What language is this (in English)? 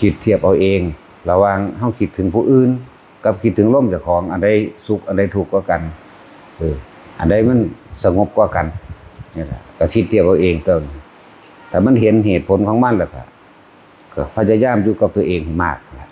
Lao